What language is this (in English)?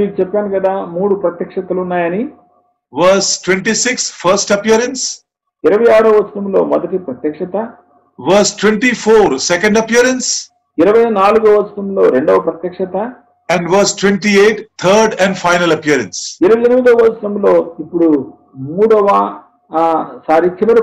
Telugu